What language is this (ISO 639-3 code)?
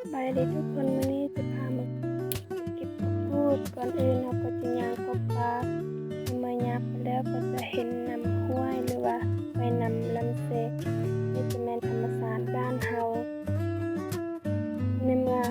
lao